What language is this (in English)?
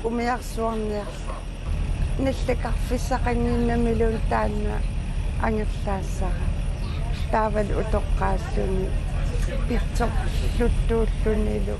Kalaallisut